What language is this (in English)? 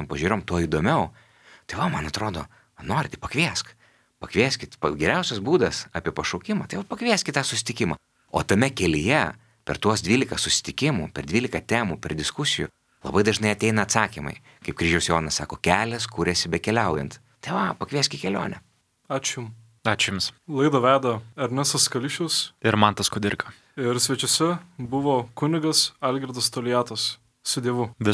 Lithuanian